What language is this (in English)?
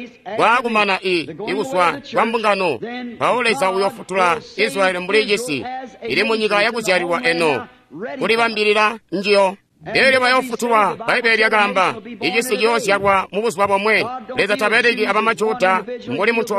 Tonga (Zambia)